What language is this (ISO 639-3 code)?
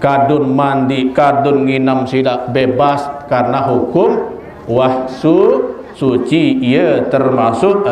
sas